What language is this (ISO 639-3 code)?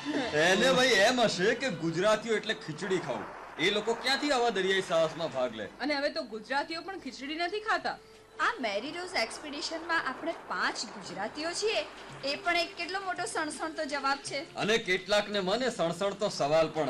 guj